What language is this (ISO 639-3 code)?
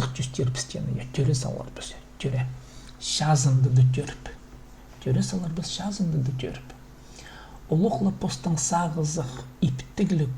kjh